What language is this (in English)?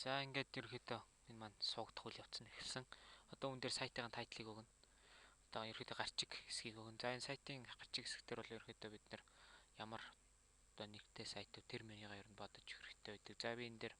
Mongolian